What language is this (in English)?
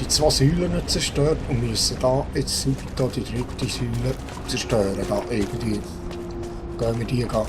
Swiss German